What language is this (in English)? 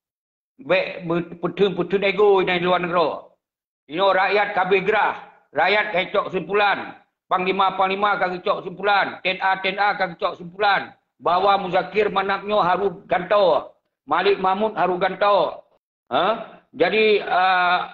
Achinese